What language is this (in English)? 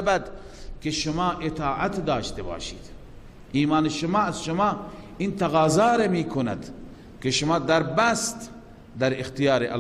Persian